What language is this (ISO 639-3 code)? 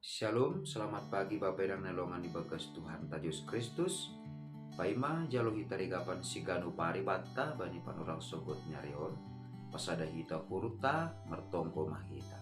bts